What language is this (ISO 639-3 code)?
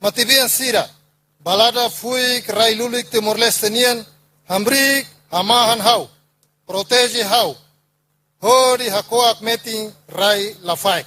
tet